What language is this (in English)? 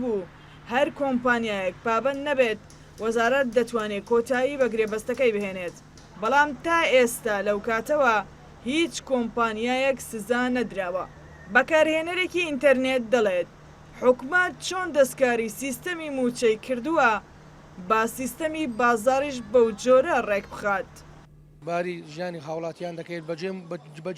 Central Kurdish